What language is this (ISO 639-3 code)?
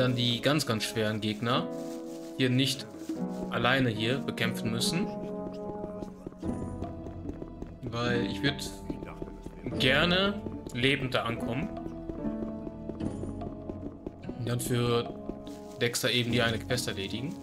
deu